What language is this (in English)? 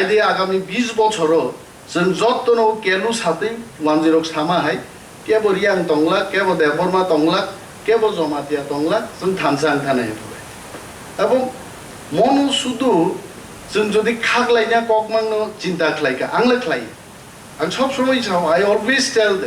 Kok Borok